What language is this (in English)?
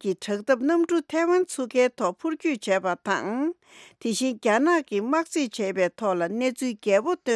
Tibetan